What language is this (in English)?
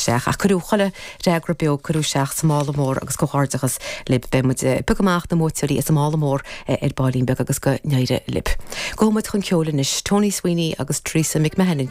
Irish